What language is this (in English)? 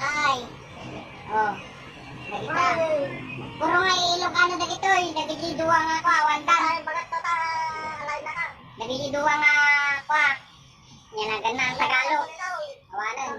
Iloko